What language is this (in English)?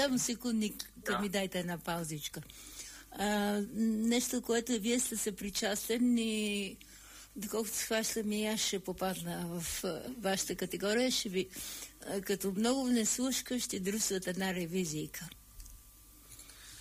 Bulgarian